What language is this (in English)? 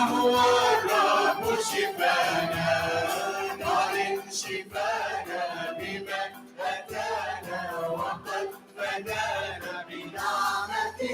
Mesopotamian Arabic